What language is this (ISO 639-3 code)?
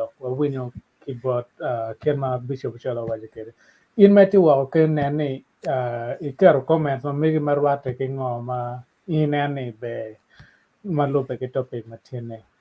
ach